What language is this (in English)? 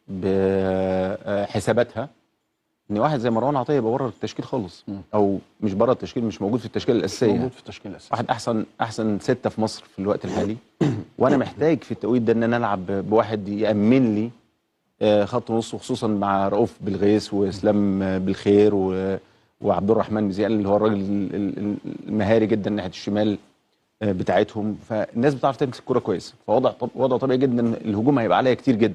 Egyptian Arabic